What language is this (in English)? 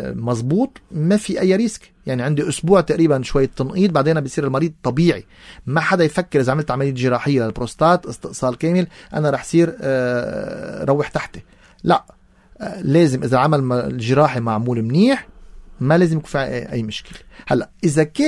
North Levantine Arabic